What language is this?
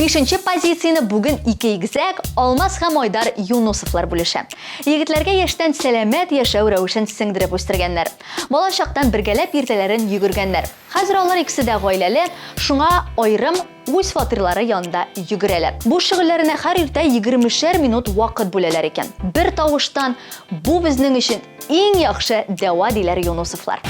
Tatar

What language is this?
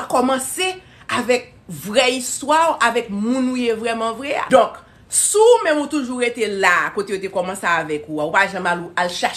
Haitian Creole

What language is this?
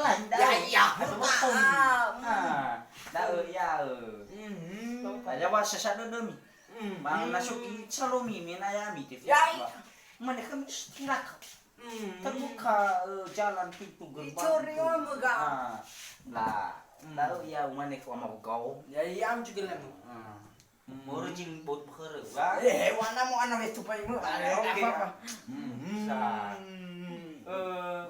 Nias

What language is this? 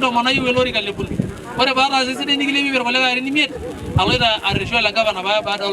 Masai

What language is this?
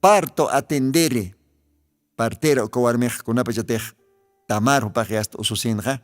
Aymara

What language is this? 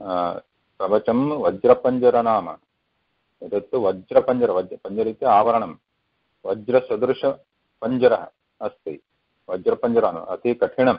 Sanskrit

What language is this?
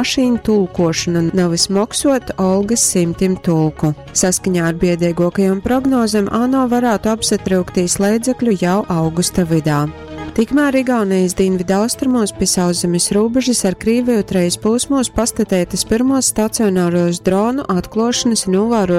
Latgalian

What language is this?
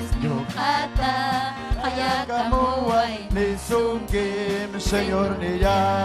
Ayacucho Quechua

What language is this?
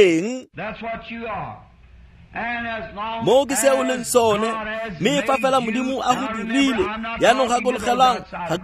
Tswana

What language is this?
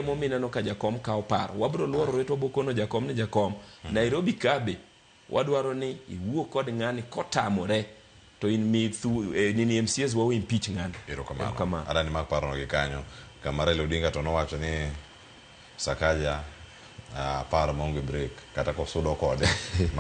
Luo (Kenya and Tanzania)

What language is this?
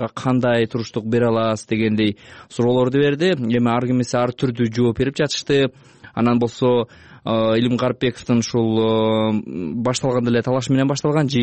Kyrgyz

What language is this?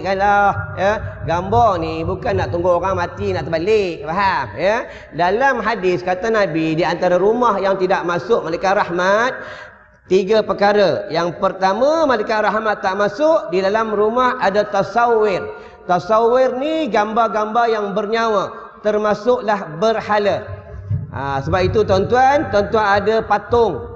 Malay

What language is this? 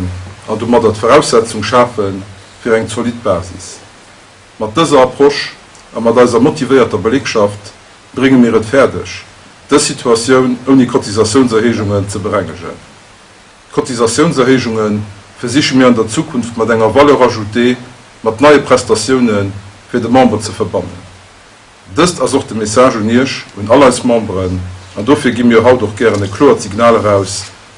Luxembourgish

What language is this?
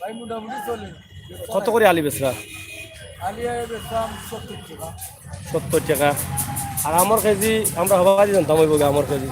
Sylheti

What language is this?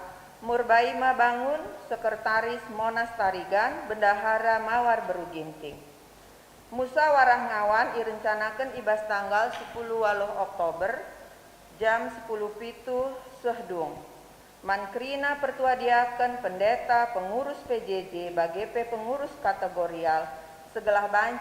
Batak Karo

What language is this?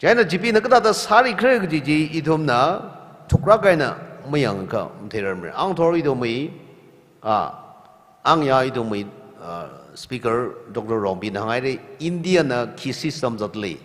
Tangkhul Naga (India)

